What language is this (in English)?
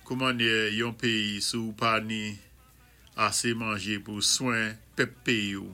Saint Lucian Creole French